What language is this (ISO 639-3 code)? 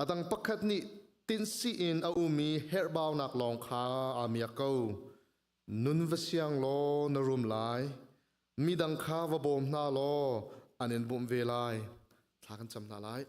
cnh